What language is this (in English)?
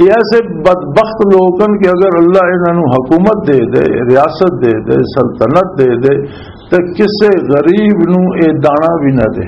Western Panjabi